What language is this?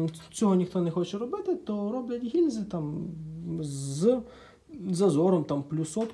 Ukrainian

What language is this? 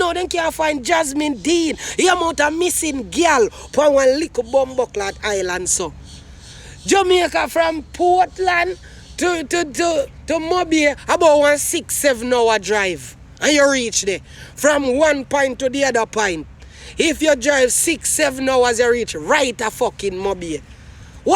Jamaican Creole English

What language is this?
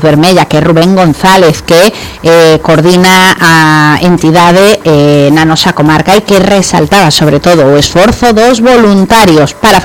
Galician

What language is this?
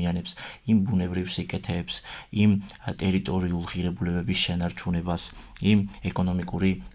Georgian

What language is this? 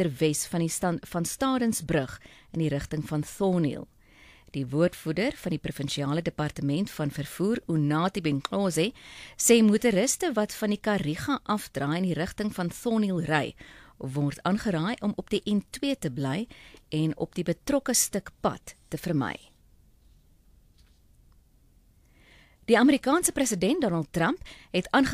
Afrikaans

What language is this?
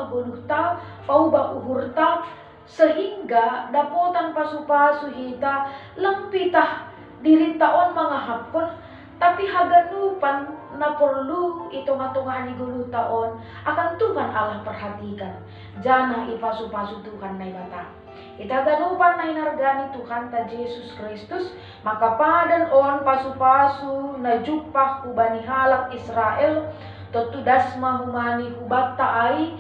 Batak Simalungun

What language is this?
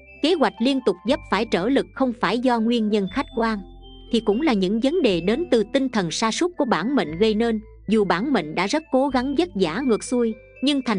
Vietnamese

